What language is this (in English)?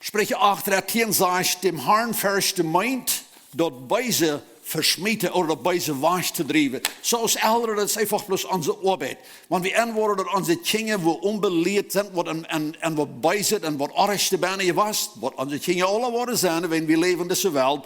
Plautdietsch